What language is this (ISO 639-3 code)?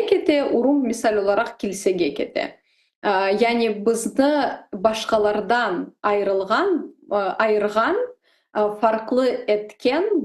crh